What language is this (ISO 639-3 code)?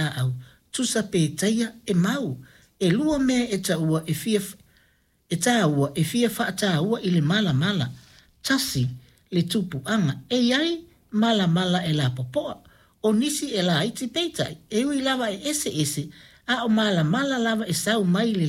smo